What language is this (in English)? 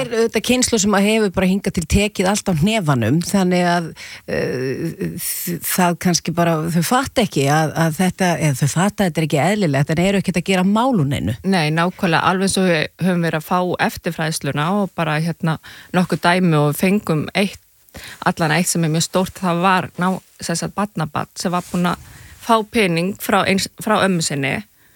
Icelandic